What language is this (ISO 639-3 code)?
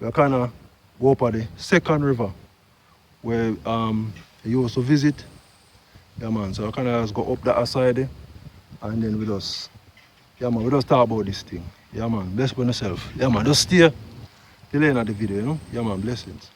jam